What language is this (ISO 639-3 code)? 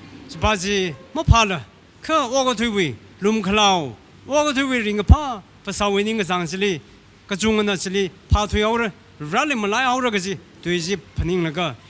nmf